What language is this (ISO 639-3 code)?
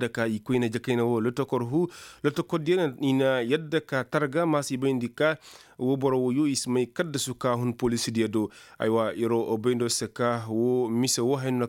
ses